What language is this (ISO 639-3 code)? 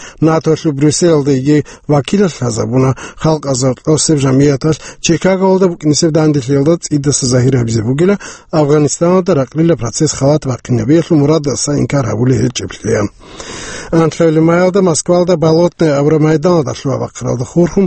ava